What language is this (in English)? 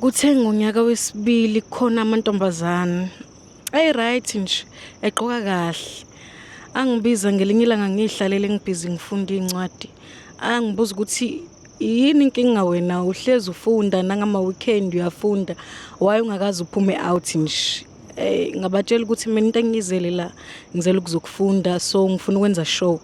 Zulu